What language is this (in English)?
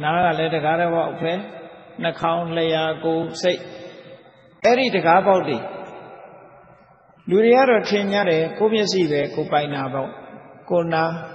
Burmese